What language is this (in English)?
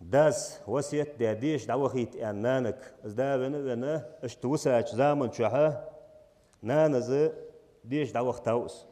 Ingush